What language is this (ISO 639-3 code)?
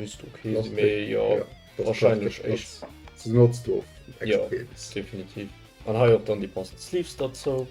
ltz